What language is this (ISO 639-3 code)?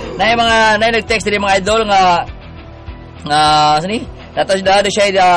ceb